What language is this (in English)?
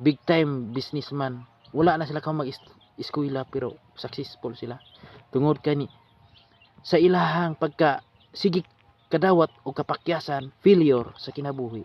Cebuano